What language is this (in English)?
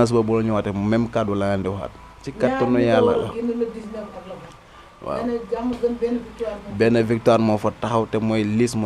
Wolof